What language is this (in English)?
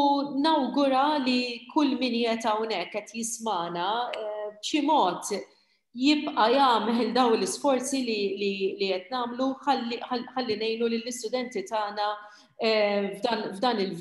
Maltese